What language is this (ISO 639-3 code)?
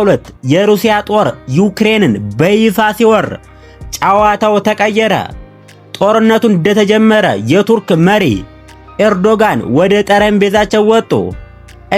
amh